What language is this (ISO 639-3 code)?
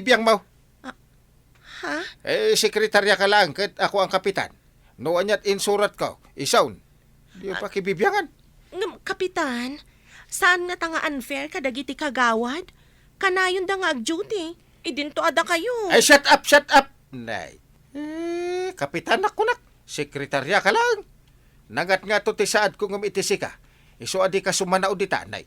ilo